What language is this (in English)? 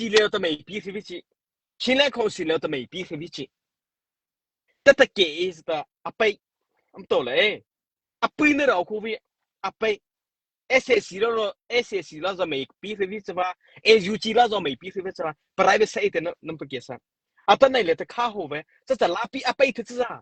Mara Chin